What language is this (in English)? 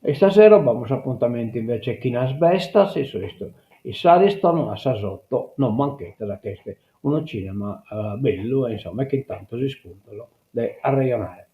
Sardinian